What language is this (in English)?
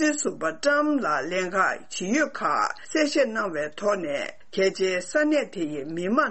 Tibetan